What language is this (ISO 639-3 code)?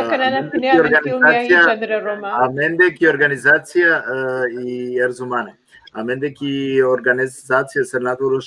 rmn